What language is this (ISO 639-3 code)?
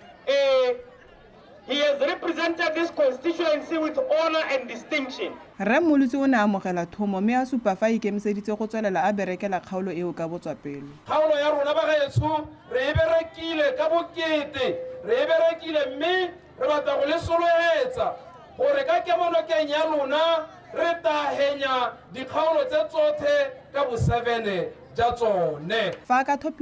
tsn